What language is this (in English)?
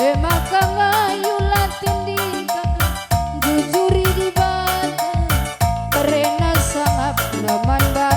Batak Karo